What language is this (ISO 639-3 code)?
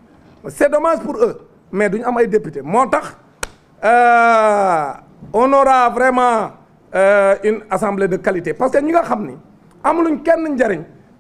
wol